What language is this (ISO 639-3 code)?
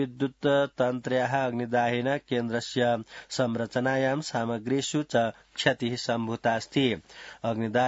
san